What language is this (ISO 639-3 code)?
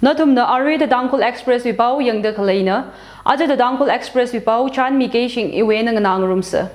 nmf